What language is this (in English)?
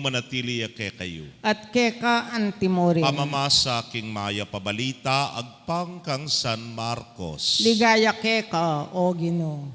Pampanga